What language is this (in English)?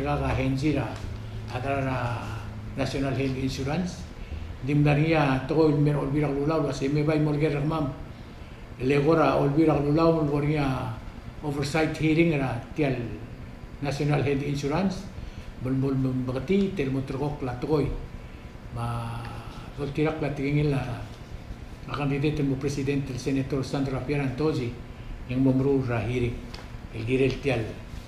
Palauan